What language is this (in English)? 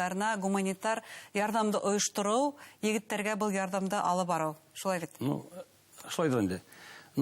Bashkir